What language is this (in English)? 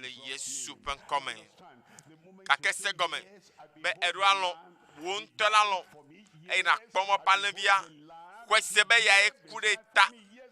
Ewe